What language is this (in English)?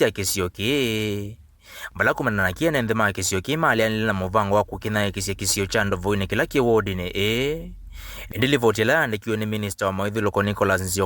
Kamba